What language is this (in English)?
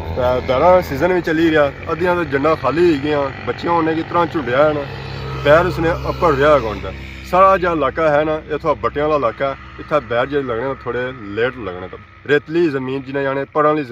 Pahari-Potwari